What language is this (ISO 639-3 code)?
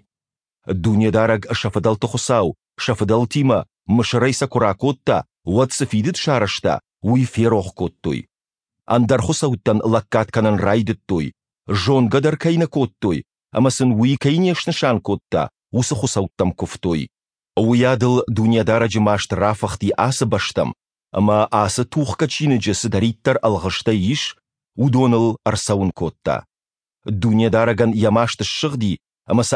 oss